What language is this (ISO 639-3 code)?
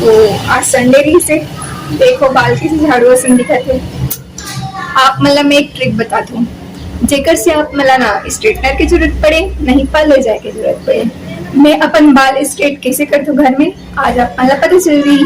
hne